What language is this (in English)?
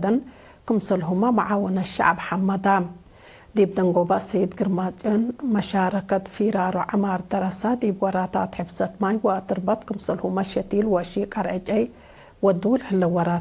Tigre